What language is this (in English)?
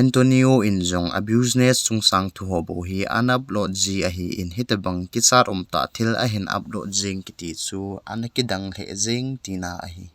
Thado Chin